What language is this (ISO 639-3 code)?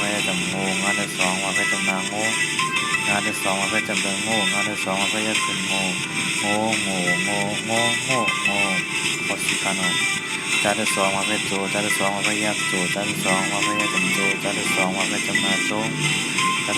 shn